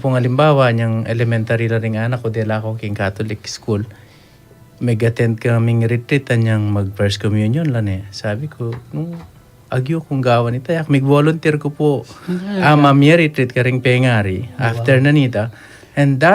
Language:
Pampanga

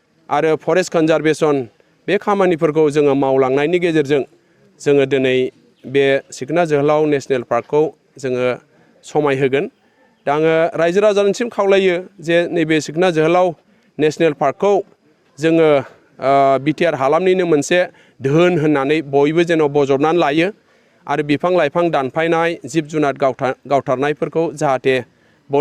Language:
Bodo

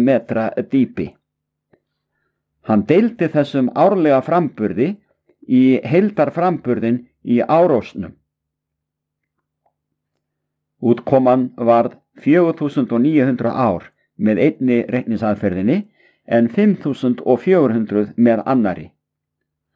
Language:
Icelandic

